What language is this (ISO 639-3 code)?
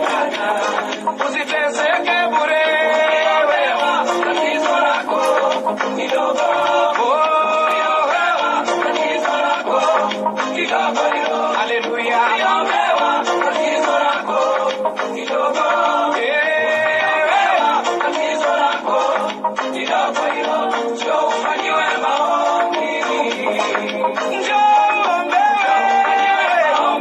swa